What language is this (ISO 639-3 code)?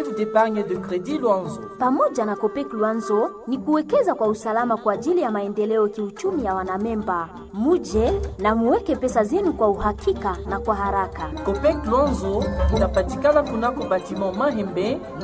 swa